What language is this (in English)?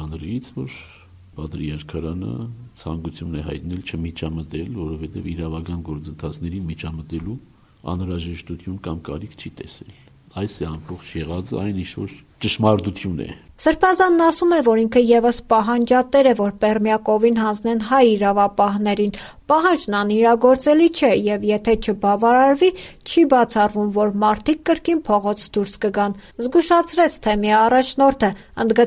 Armenian